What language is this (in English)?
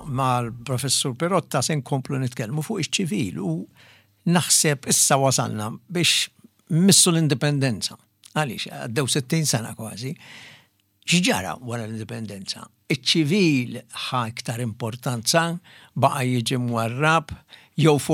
Maltese